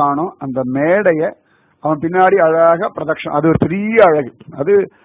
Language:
Tamil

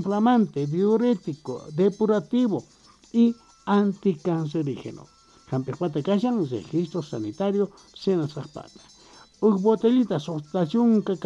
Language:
South Bolivian Quechua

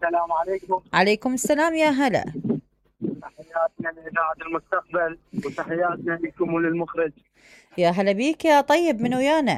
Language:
Mesopotamian Arabic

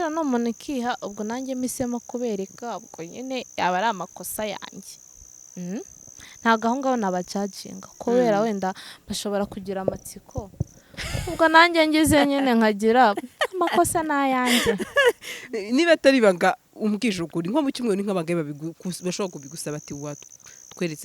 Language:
Kinyarwanda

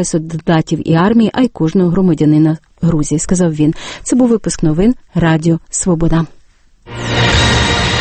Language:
Ukrainian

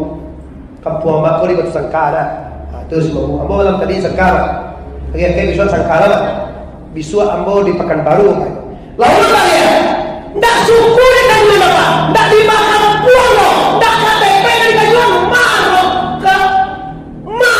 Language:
Minangkabau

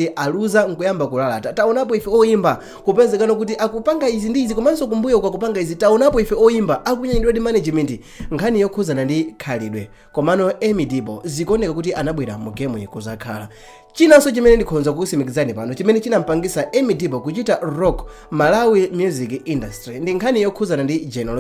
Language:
Nyanja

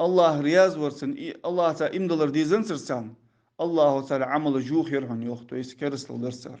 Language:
Ingush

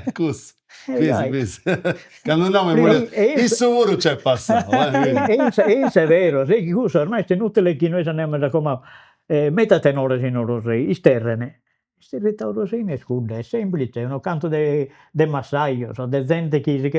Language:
Sardinian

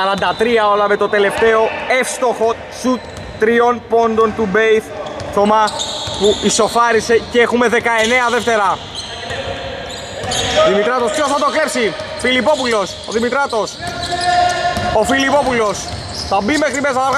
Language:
Greek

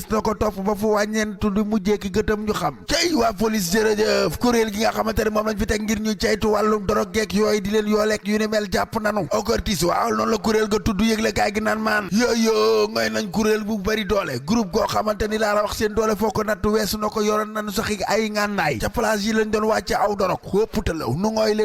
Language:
Wolof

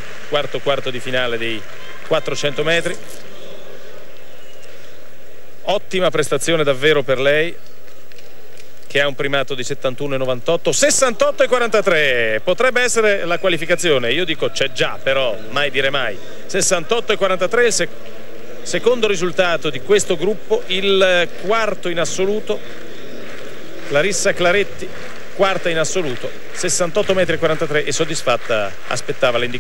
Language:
Italian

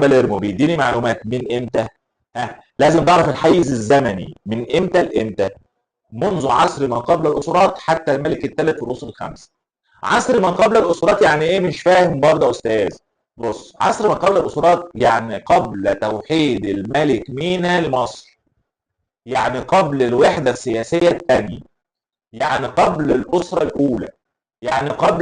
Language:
Egyptian Arabic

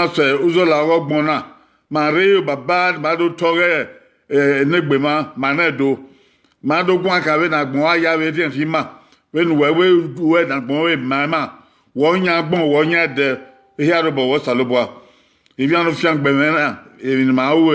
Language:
Bini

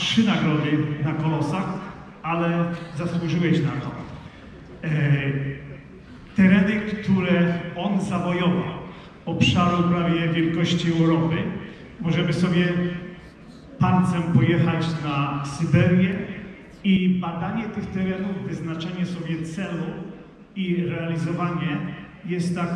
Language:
Polish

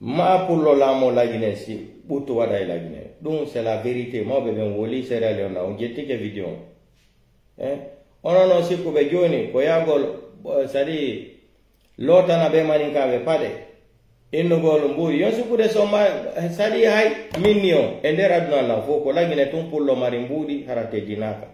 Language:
Pular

